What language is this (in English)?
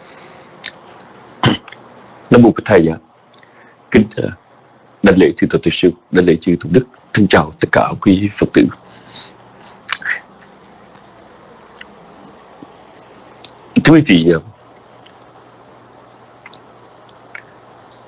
Vietnamese